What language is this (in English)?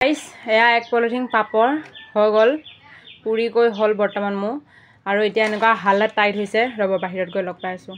Assamese